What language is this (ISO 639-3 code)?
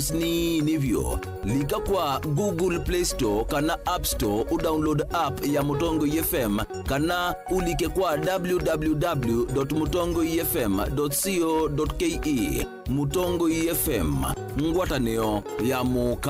kam